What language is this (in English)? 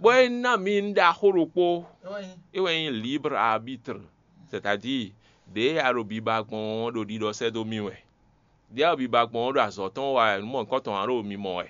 Fon